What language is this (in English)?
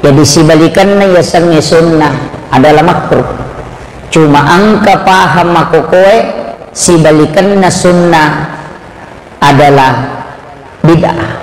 Buginese